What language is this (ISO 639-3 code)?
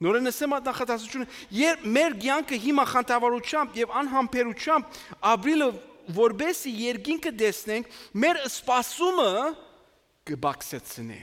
hye